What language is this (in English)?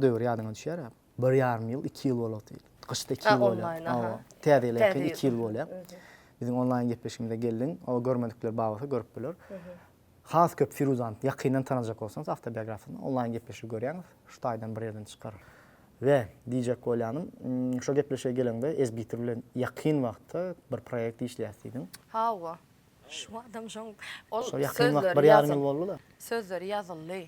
Turkmen